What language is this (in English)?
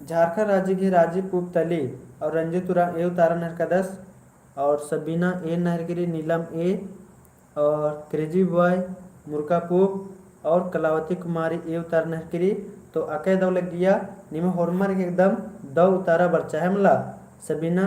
Kurukh